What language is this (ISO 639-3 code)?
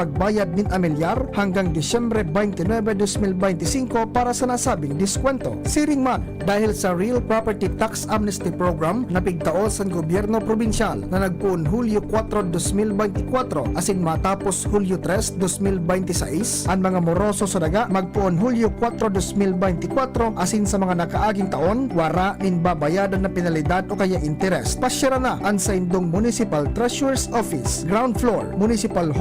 bik